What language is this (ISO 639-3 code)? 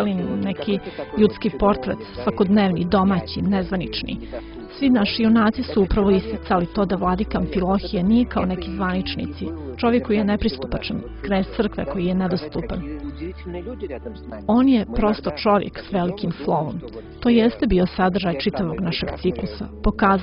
srp